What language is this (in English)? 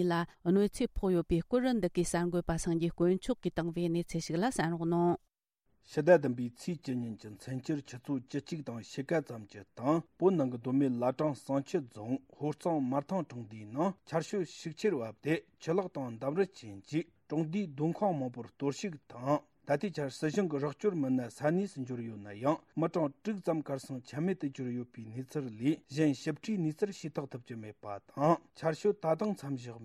Tibetan